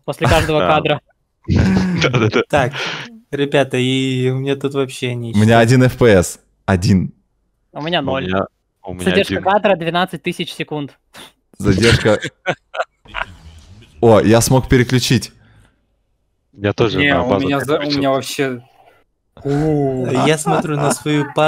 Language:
Russian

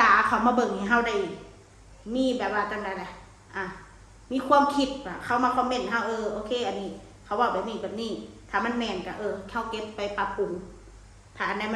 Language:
Northeastern Thai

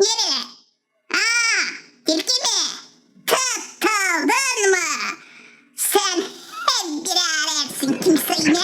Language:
Gagauz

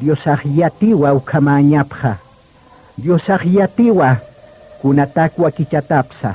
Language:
Aymara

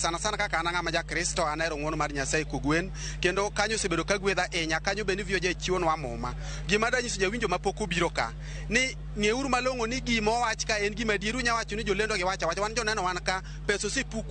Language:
Luo (Kenya and Tanzania)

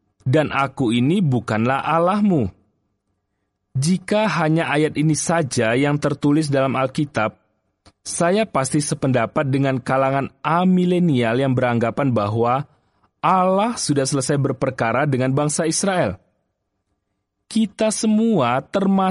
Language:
Indonesian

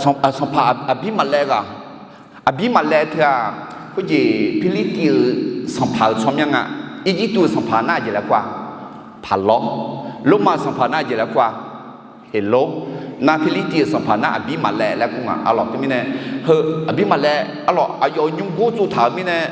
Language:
Akha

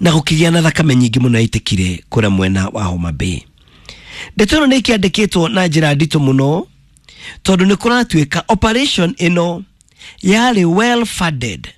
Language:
Kikuyu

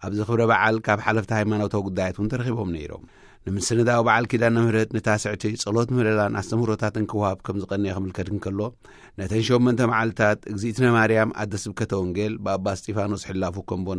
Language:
Tigrinya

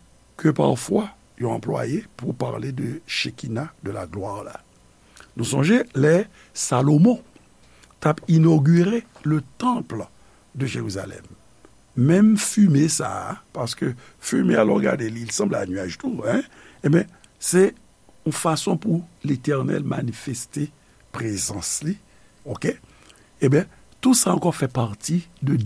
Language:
Haitian Creole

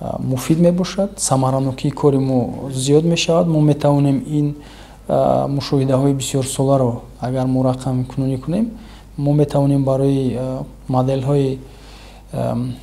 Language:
Tajik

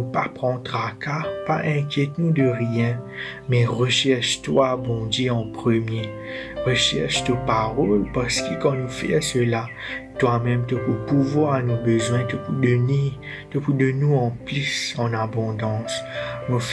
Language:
Morisyen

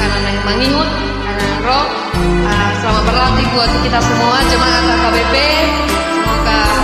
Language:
Batak Toba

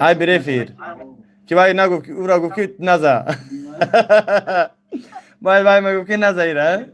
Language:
Tajik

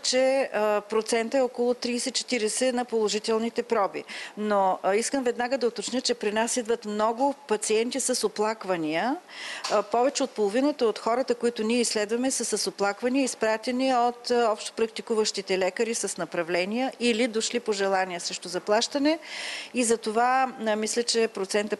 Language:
Bulgarian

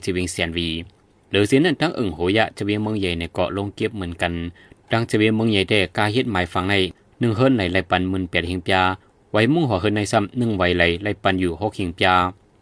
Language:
Shan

